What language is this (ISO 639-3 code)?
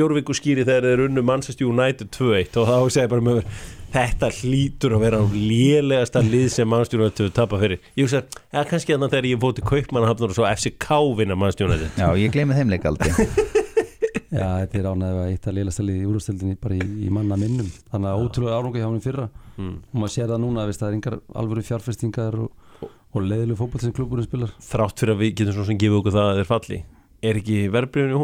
isl